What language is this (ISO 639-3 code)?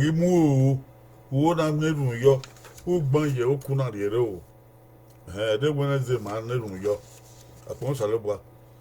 bin